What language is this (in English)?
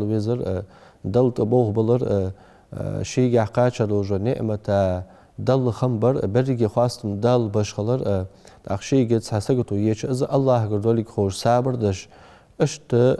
Ingush